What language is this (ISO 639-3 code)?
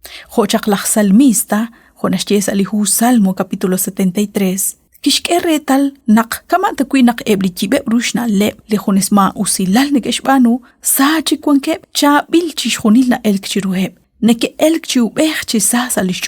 kek